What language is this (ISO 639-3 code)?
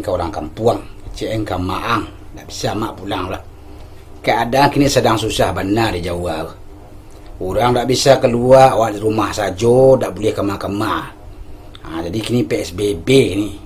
min